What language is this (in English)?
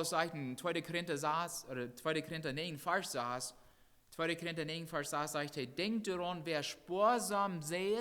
Plautdietsch